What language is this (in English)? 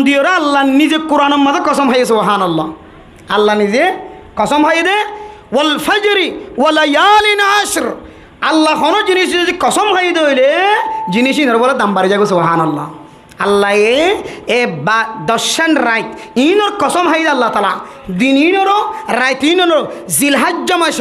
Rohingya